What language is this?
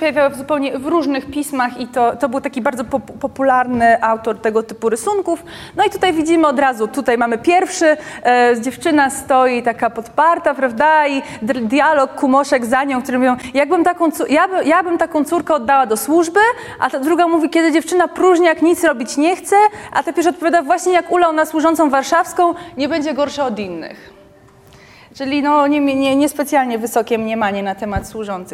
Polish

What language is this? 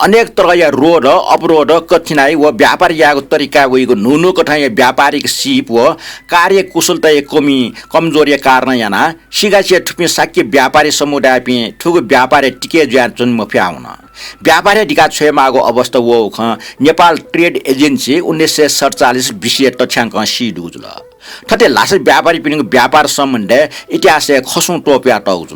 Newari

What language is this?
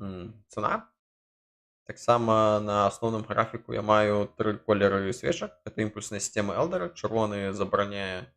Belarusian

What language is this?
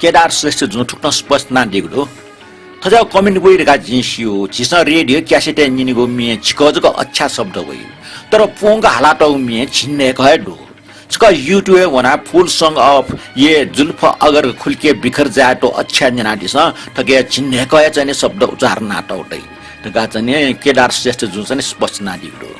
Newari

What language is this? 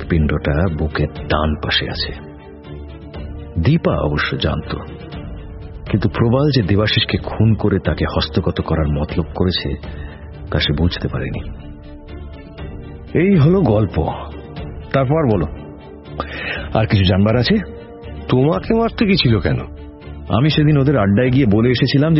Bangla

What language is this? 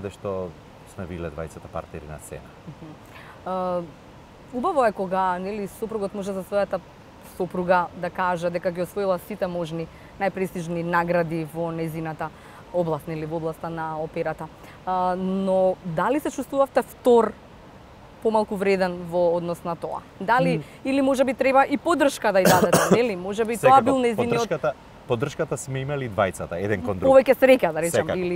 Macedonian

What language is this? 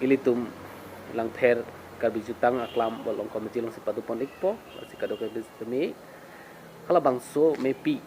Karbi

